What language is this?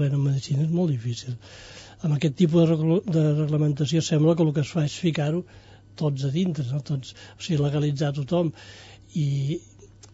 Catalan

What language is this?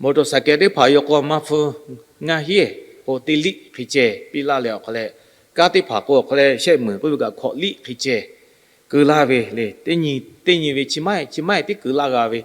Lahu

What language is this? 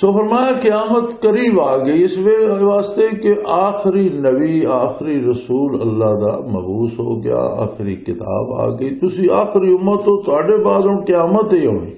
Western Panjabi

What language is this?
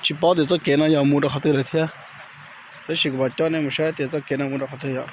Hmong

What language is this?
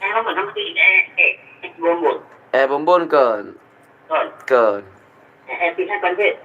Achinese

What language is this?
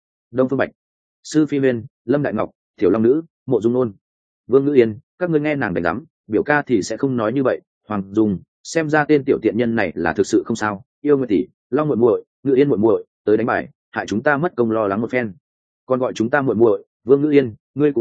Vietnamese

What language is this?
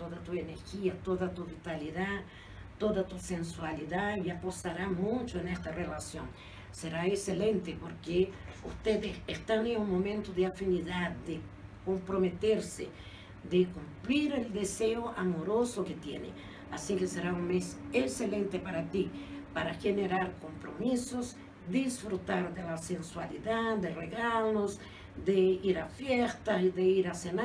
Spanish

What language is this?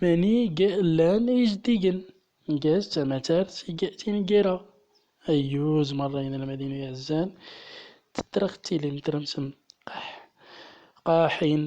Central Atlas Tamazight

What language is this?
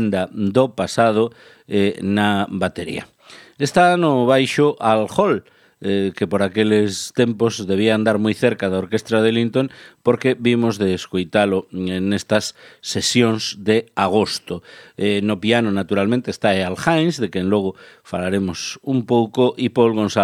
Galician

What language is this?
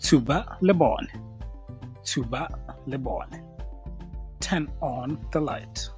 Tswana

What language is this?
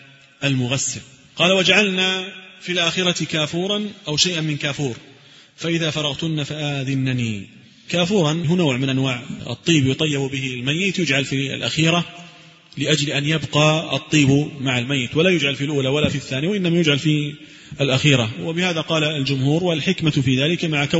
Arabic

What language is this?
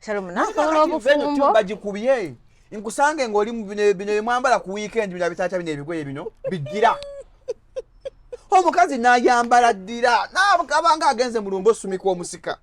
Ganda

